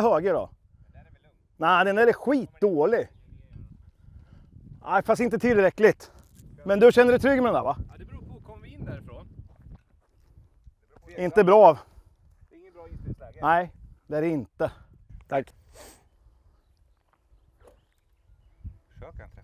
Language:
Swedish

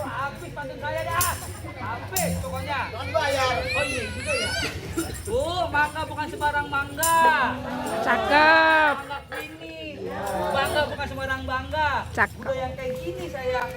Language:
Betawi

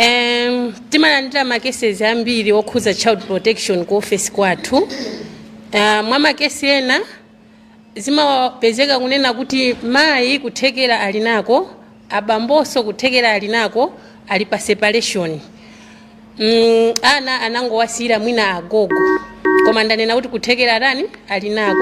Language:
Nyanja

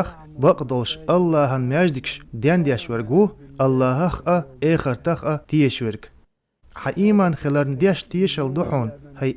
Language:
Chechen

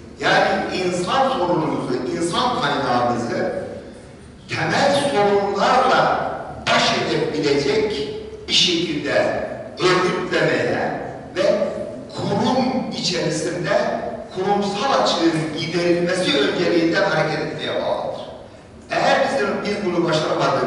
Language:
Turkish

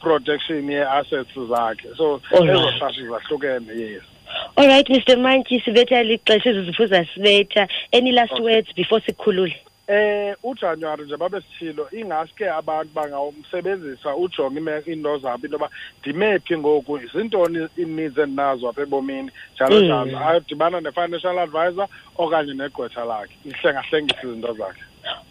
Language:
Xhosa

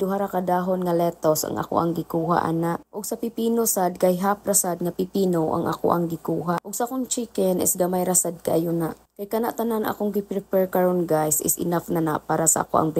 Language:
Cebuano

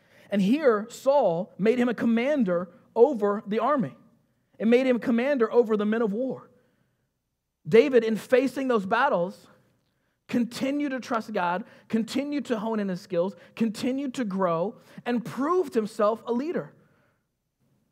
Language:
English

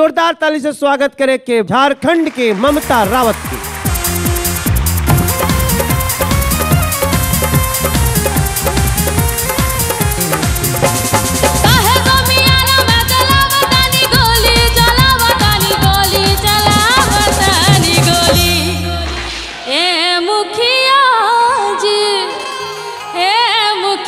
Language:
Bhojpuri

